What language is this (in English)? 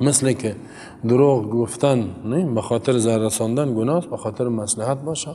Persian